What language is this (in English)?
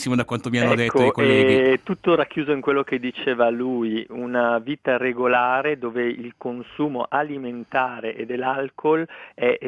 Italian